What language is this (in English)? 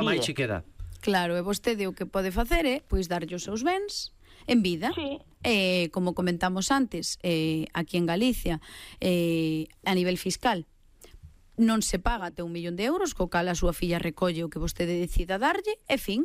Galician